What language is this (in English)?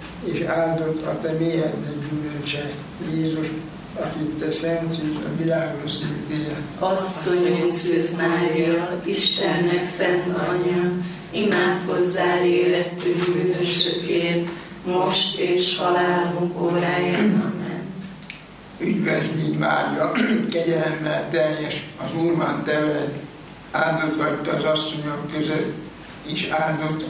Hungarian